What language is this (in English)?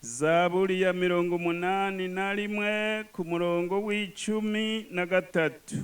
Rundi